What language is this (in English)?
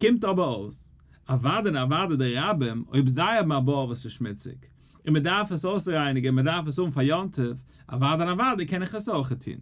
Yiddish